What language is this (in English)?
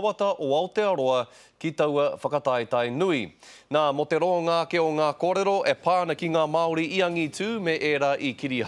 Māori